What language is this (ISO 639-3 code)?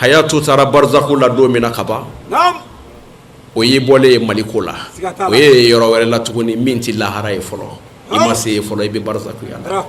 bam